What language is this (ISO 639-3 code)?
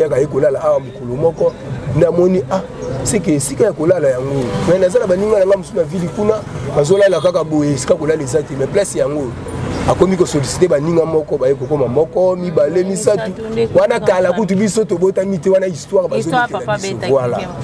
lin